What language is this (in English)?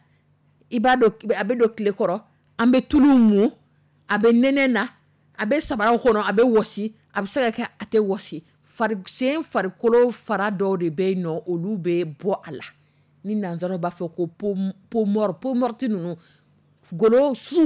Dyula